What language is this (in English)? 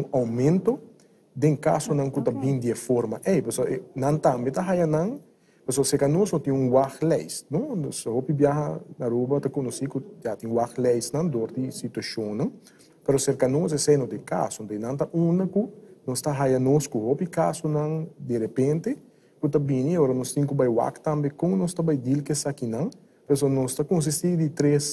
Papiamento